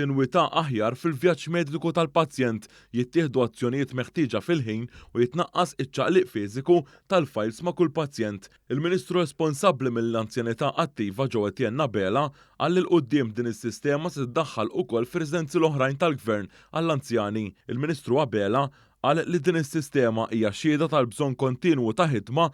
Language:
Maltese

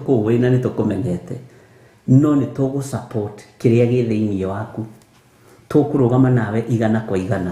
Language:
Kikuyu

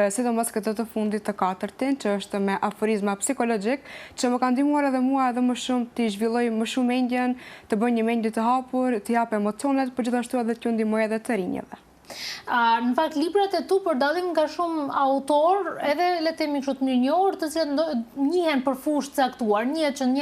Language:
Albanian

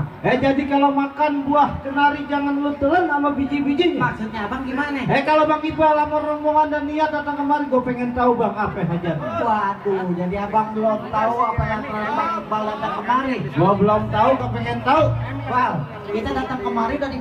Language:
Betawi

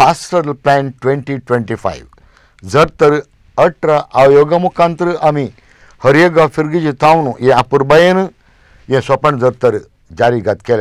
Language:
Konkani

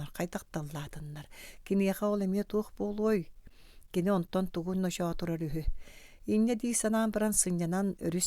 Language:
Yakut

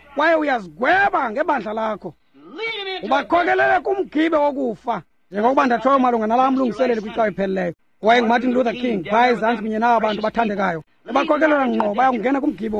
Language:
Xhosa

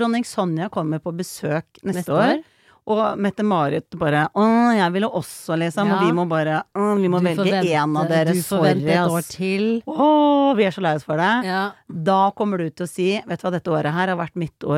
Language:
Norwegian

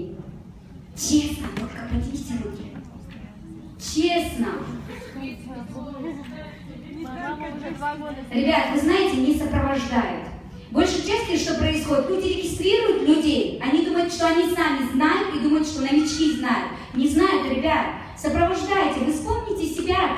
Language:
Russian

